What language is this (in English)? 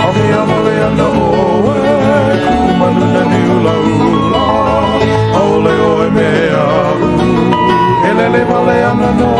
Hawaiian